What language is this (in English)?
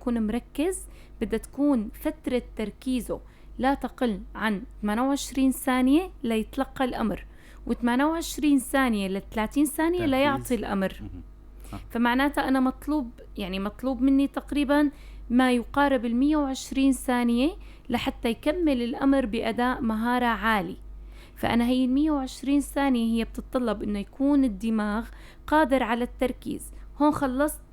North Levantine Arabic